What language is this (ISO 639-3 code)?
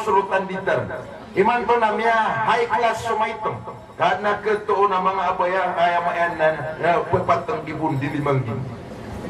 mrw